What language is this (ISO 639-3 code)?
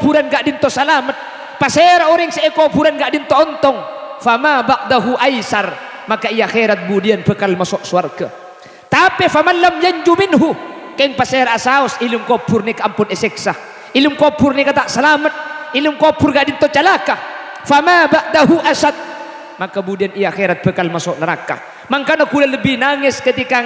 mad